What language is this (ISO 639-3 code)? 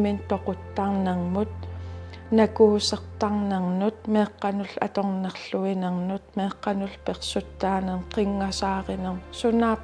kal